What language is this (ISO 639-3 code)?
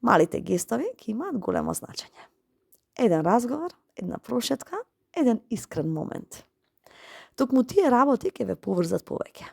mkd